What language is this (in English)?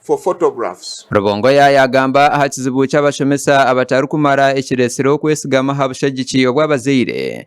Nyankole